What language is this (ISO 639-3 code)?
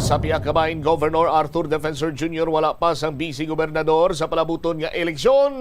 hil